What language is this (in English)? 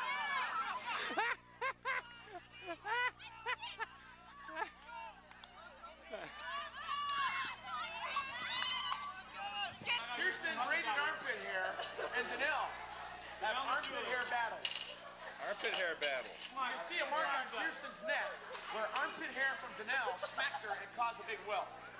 English